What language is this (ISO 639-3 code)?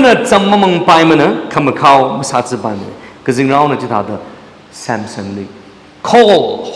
nmf